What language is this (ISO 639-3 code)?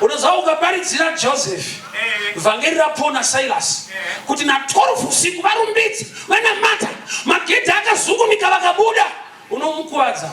sna